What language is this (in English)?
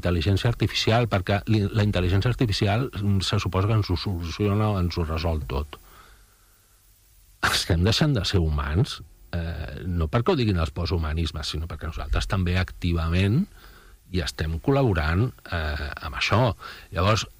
Catalan